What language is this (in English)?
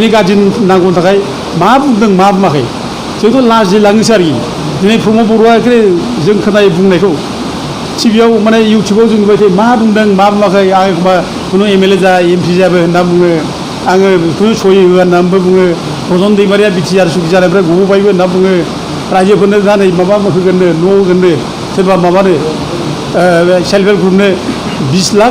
Bodo